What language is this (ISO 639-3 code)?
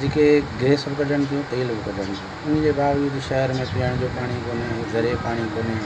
snd